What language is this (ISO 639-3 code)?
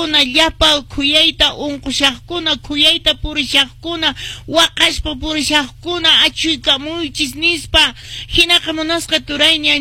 que